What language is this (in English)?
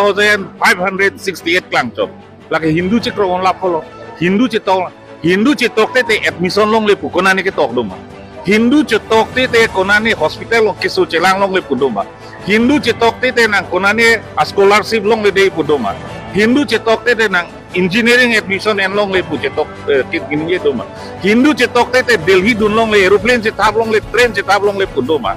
Karbi